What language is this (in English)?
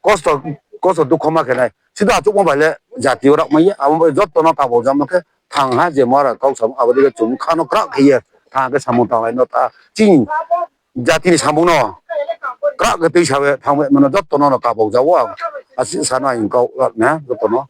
Riang (India)